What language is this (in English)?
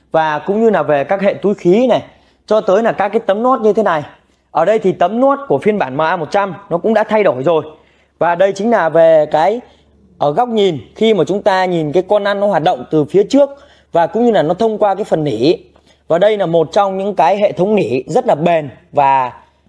Vietnamese